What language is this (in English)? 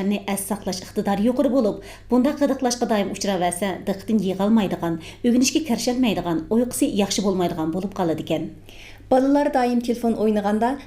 Uyghur